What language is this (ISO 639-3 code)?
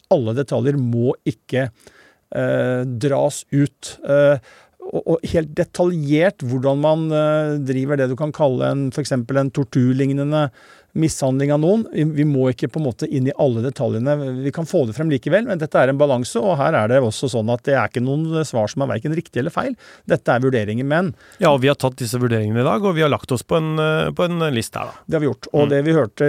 nor